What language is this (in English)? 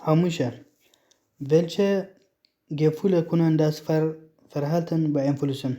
Tigrinya